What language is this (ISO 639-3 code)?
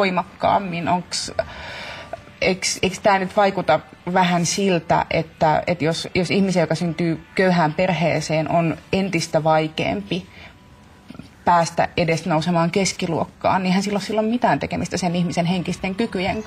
fin